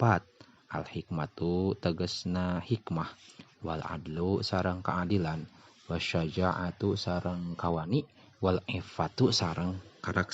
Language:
Sundanese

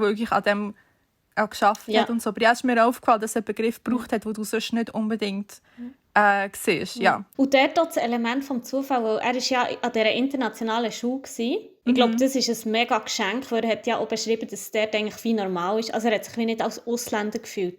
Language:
Swiss German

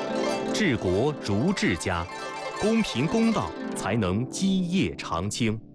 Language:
Chinese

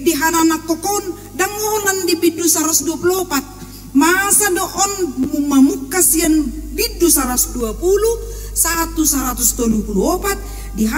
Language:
Batak Toba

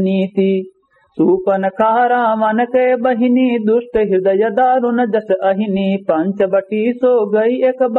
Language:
Awadhi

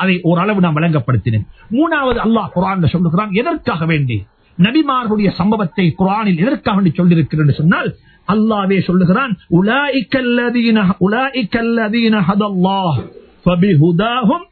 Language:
Tamil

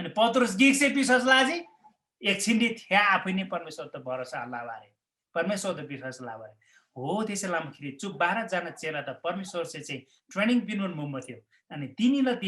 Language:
Eastern Tamang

